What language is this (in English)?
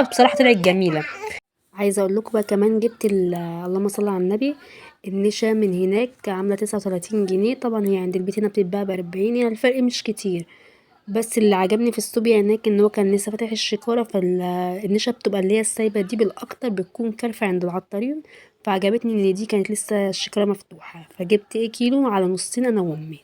Egyptian Arabic